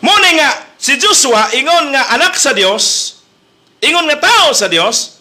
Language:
Cebuano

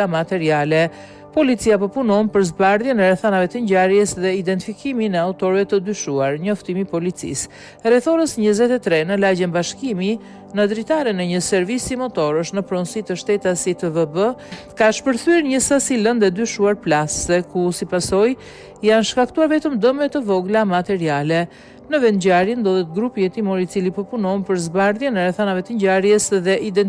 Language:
Albanian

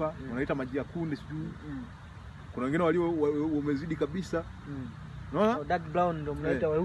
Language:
Swahili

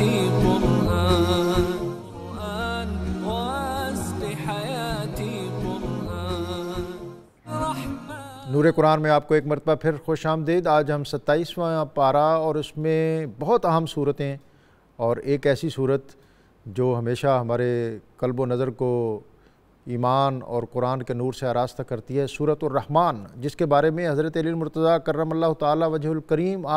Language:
Urdu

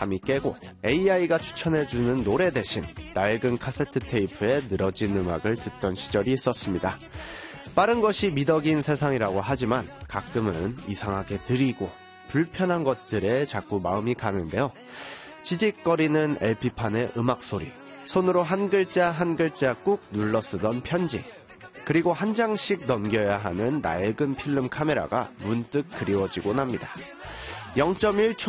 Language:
Korean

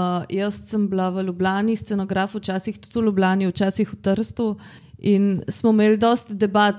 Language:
Slovenian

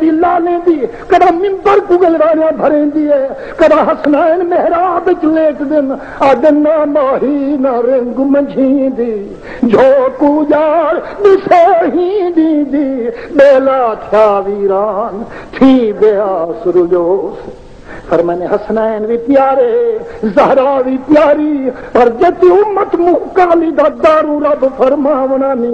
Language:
Saraiki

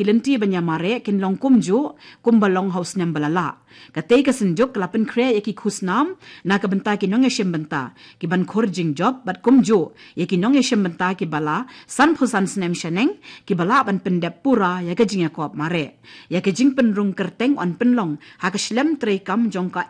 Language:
Khasi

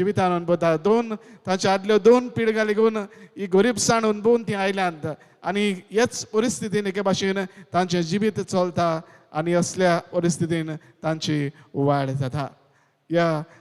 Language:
Konkani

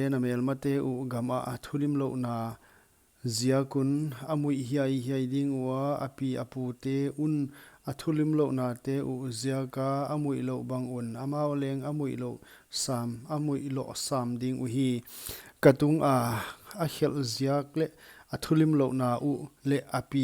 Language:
Paite Chin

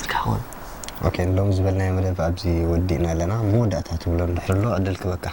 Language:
Tigrinya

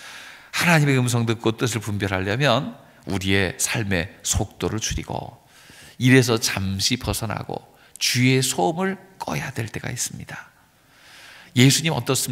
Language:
Korean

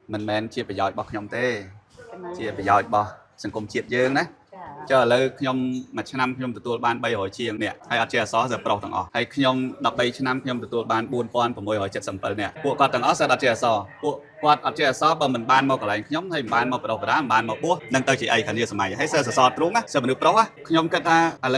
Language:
Khmer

